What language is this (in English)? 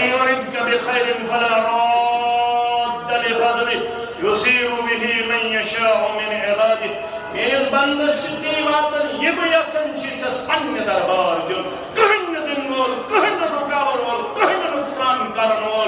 Kashmiri